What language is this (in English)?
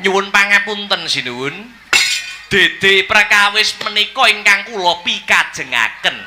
Javanese